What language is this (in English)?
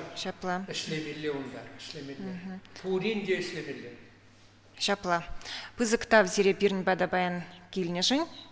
Chuvash